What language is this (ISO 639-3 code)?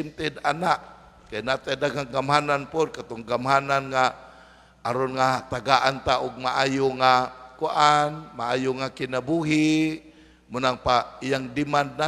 ceb